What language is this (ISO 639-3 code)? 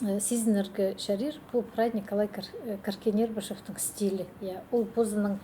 kjh